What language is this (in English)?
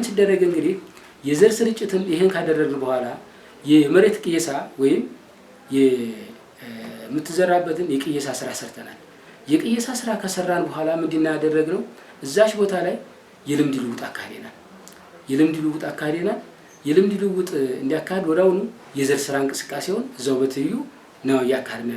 Amharic